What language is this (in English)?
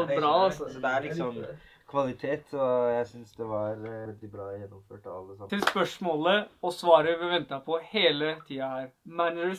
Norwegian